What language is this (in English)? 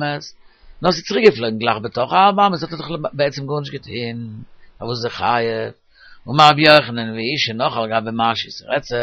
Yiddish